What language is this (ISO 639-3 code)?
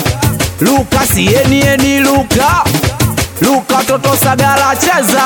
swa